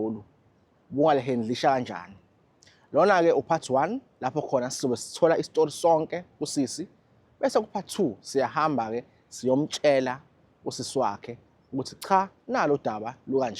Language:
Zulu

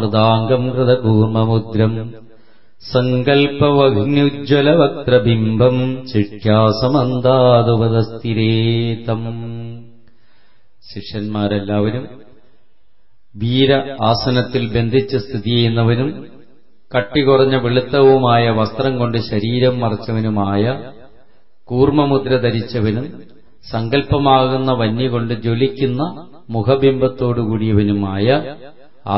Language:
Malayalam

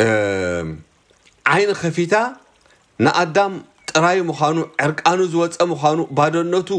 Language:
Tigrinya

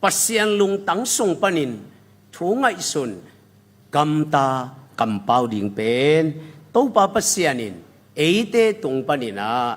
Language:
Tedim Chin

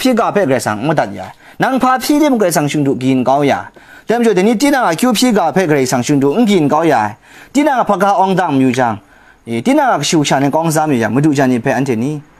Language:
Kachin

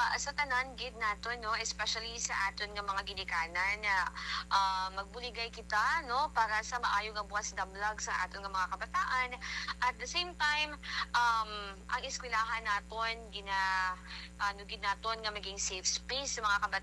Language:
Hiligaynon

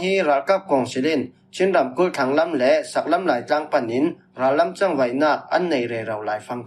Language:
Falam Chin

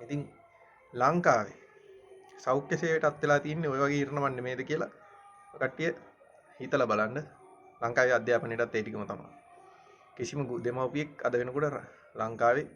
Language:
Sinhala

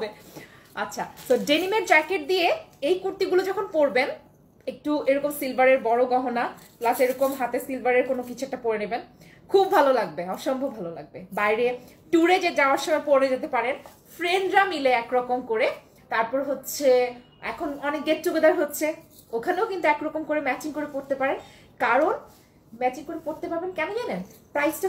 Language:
Bangla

